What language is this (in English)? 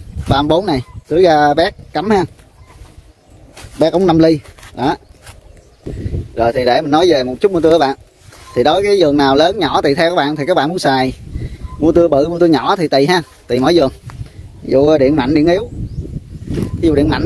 Vietnamese